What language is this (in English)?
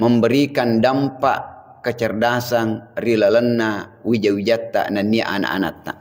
Buginese